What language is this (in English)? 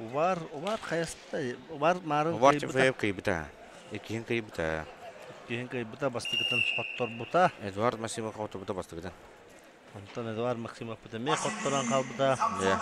Yakut